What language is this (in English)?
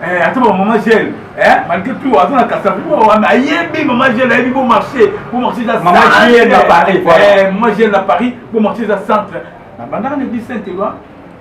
Lingala